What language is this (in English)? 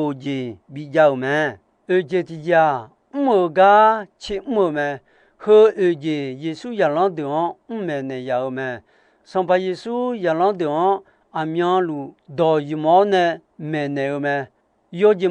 Akha